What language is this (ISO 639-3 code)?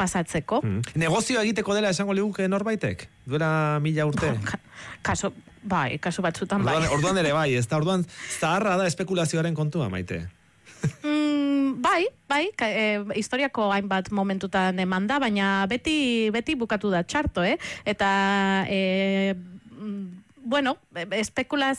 eus